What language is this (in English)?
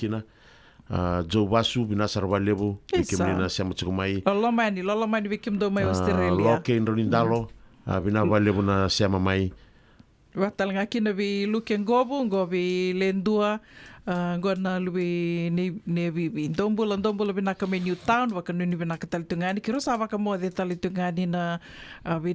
Fijian